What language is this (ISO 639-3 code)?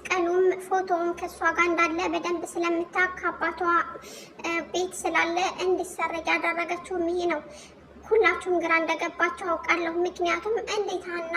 amh